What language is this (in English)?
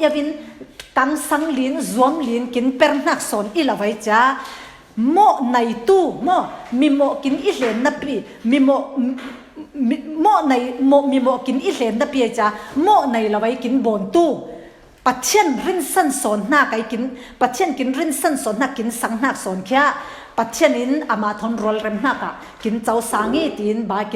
Falam Chin